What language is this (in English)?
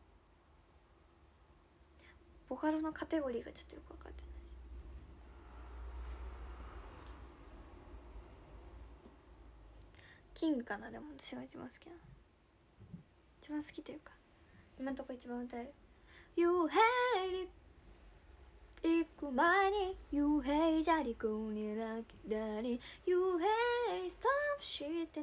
Japanese